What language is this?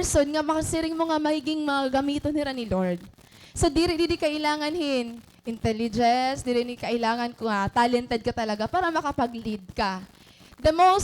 Waray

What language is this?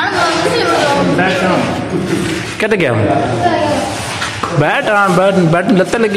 Hindi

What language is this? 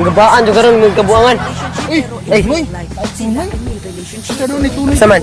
Cebuano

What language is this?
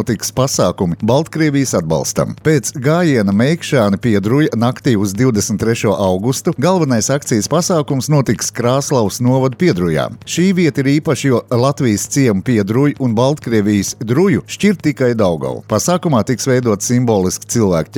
Latvian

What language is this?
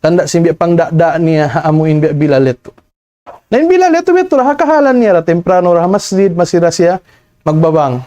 Tausug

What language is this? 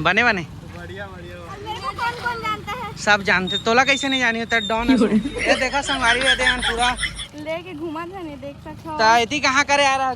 Chhattisgarhi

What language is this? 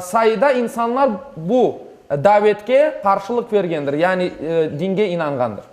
Crimean Tatar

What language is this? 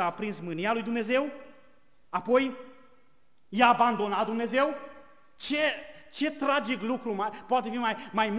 Romanian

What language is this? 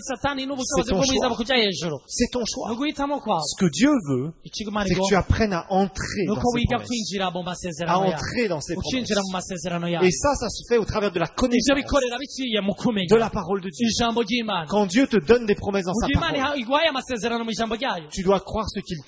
Rundi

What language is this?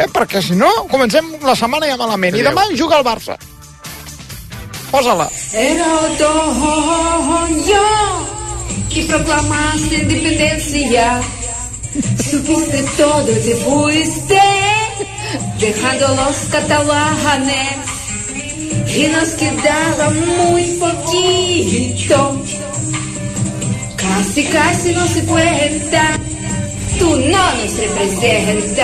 Catalan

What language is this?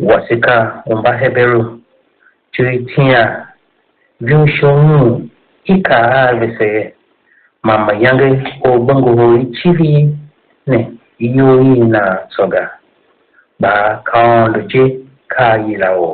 Tiv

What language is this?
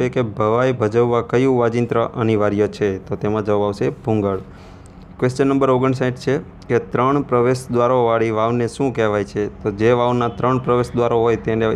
Gujarati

